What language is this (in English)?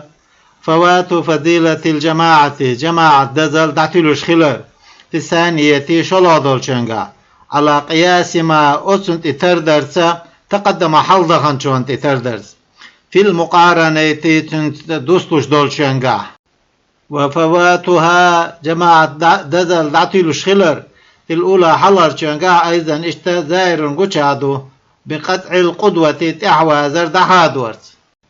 Chechen